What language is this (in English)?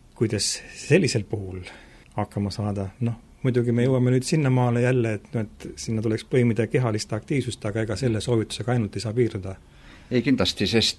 Estonian